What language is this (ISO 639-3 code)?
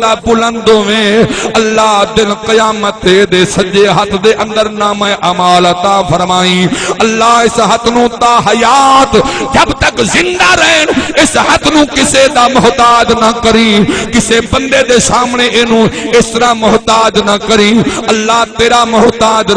skr